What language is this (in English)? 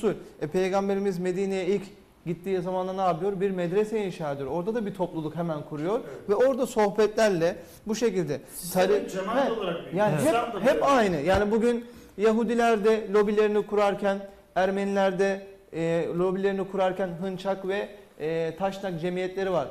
Turkish